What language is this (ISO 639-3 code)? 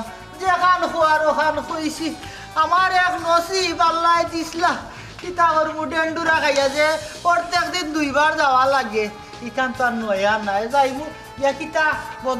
syl